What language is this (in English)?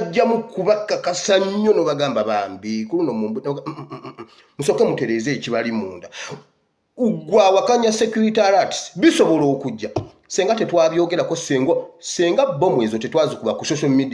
Ganda